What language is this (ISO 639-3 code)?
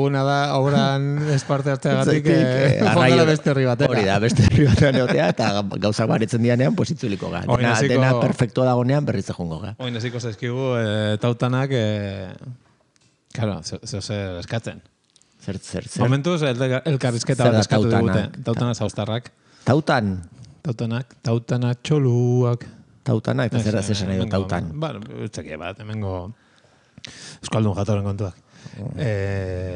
eus